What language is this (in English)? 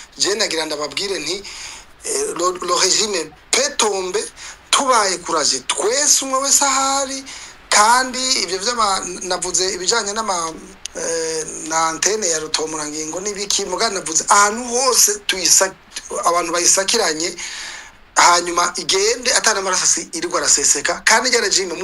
Rundi